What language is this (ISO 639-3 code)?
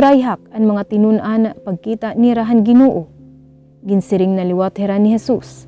war